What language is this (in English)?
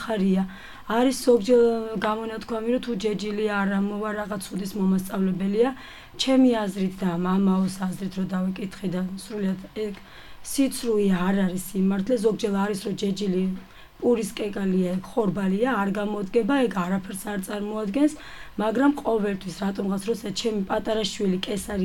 Georgian